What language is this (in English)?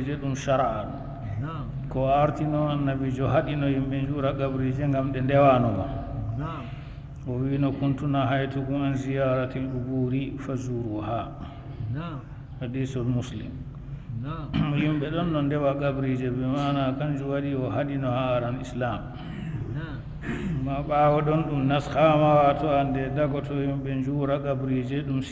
Fula